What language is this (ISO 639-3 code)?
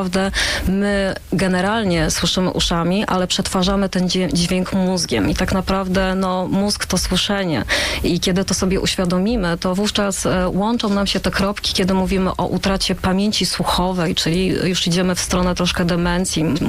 pol